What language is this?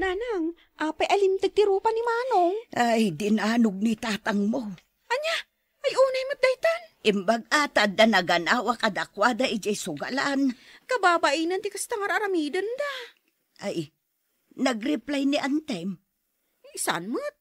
Iloko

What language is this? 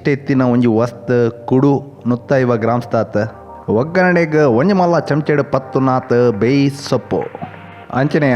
Tulu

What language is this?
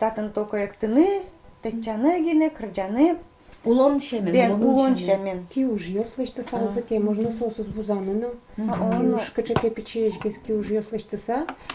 Udmurt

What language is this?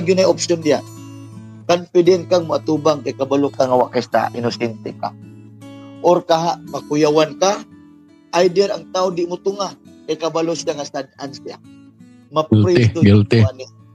Cebuano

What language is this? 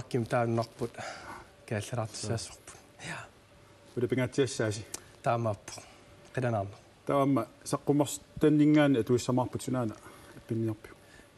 Kalaallisut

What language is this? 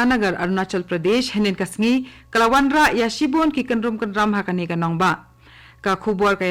Khasi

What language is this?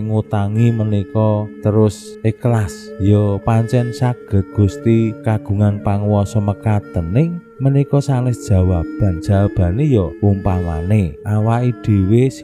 Javanese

